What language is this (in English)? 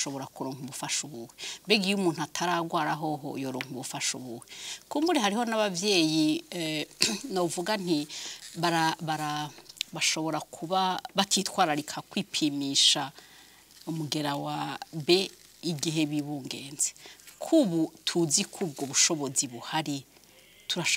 Rundi